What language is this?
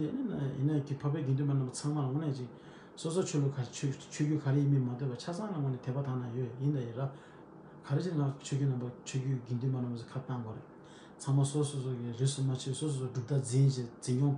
Tibetan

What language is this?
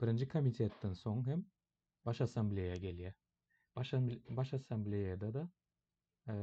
Turkmen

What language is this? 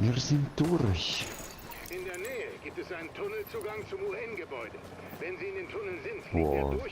Swiss German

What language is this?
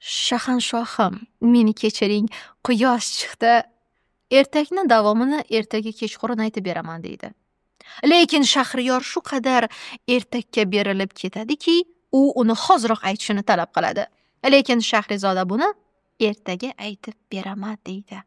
Uzbek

